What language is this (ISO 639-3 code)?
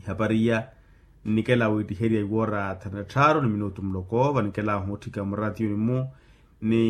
vmw